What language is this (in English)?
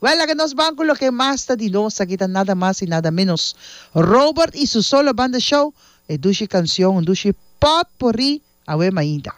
Papiamento